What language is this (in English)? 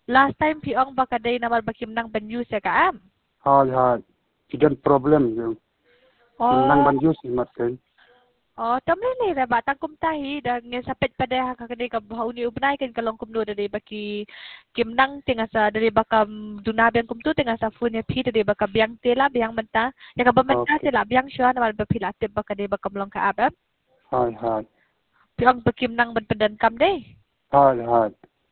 Khasi